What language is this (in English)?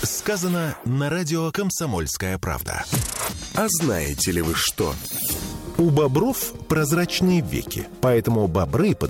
Russian